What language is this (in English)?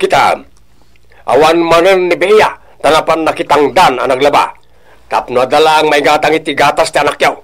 Iloko